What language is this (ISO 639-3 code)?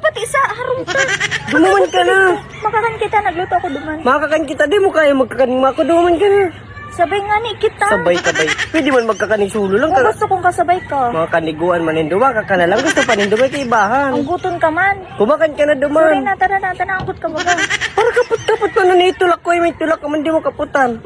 bik